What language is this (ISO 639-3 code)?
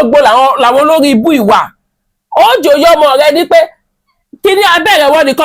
yor